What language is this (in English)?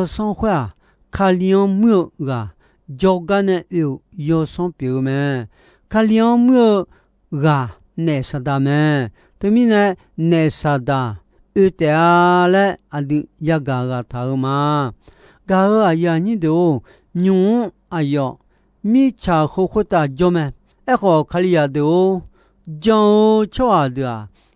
Akha